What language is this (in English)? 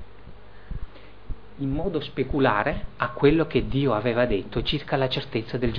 Italian